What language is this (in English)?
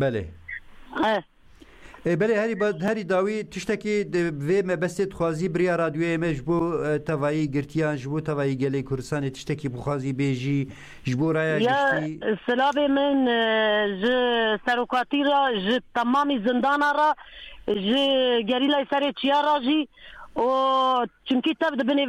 Kurdish